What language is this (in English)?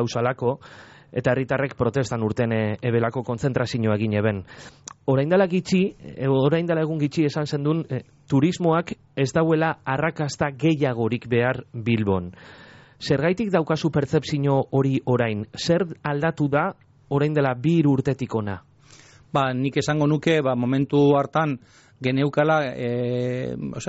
Basque